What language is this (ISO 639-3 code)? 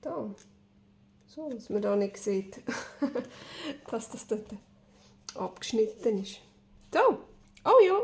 gsw